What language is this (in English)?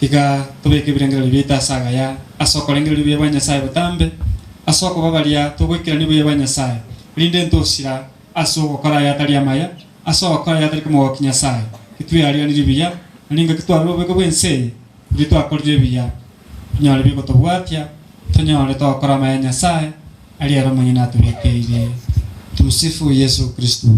Gusii